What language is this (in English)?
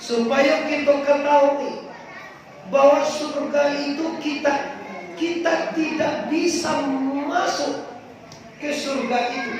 Minangkabau